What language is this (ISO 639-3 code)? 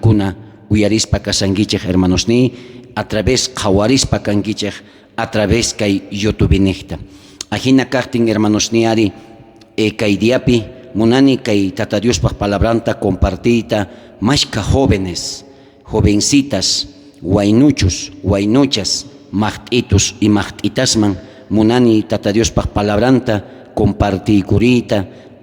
quh